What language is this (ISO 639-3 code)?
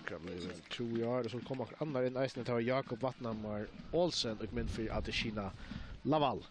fao